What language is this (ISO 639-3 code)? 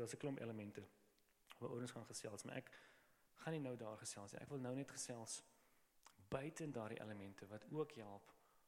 afr